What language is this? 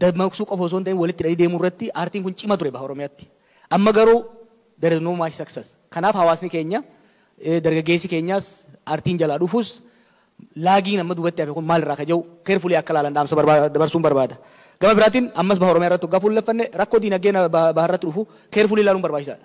Oromo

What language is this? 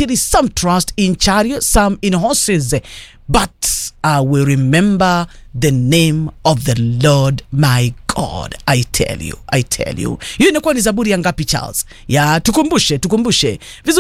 Swahili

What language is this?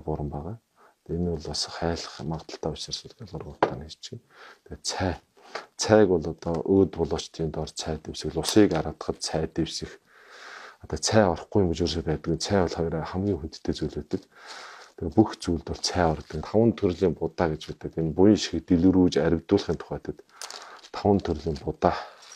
Mongolian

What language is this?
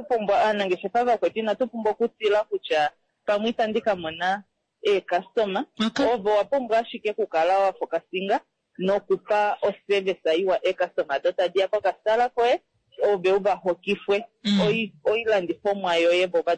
Kuanyama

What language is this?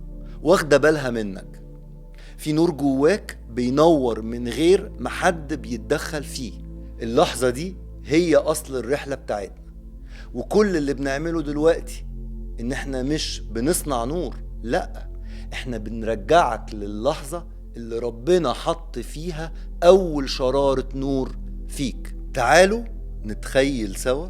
Egyptian Arabic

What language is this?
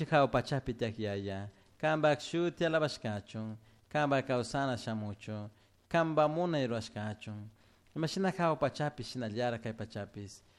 Chimborazo Highland Quichua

